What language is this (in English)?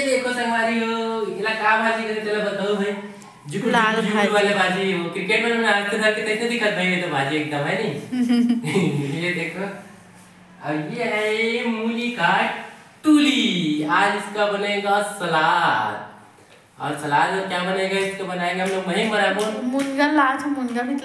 Chhattisgarhi